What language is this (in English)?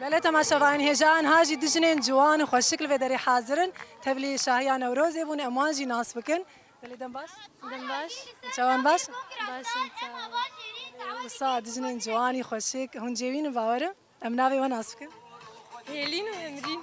Kurdish